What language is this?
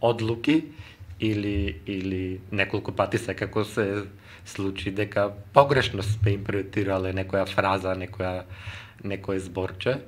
Macedonian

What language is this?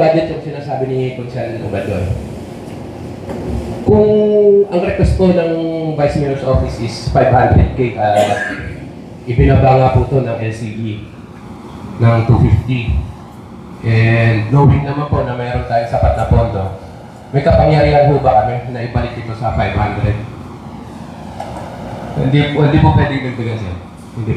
Filipino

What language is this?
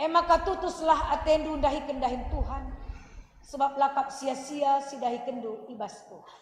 Batak Karo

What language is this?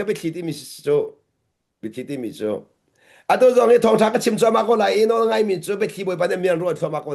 Hakha Chin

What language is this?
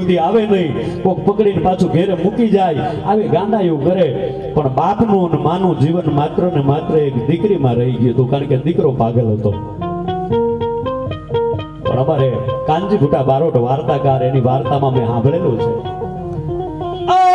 Gujarati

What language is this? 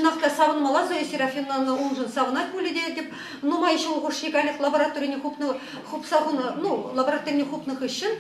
Chuvash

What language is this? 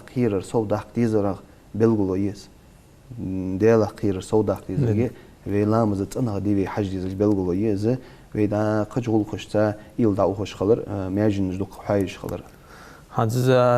Ingush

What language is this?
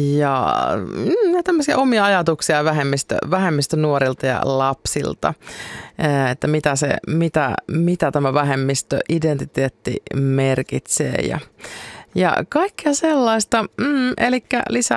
Finnish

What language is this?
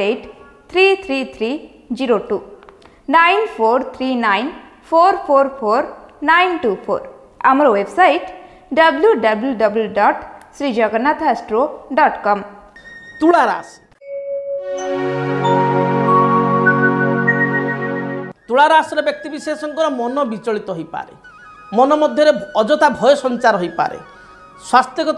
Odia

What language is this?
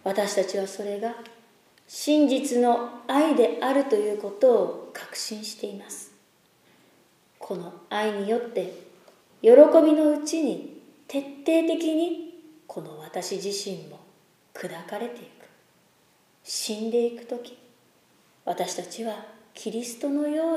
Japanese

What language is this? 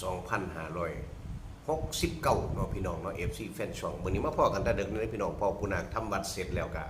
Northeastern Thai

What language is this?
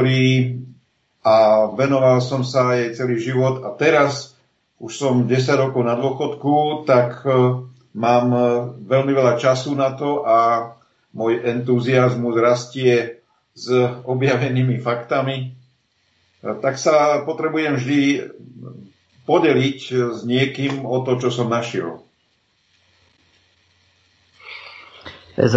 Slovak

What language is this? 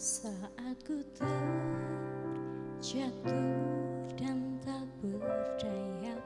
Nias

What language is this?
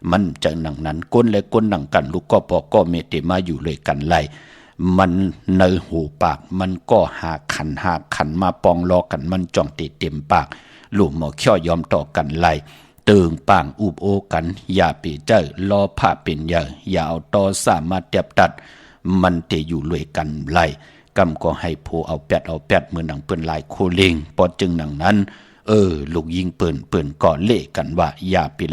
Shan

